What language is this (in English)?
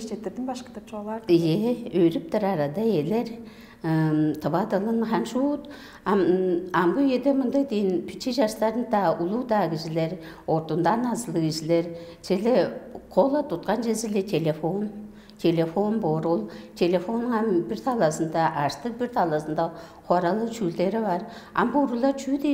Tuvinian